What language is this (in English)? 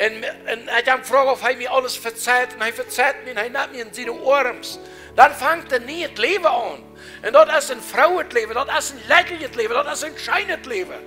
Plautdietsch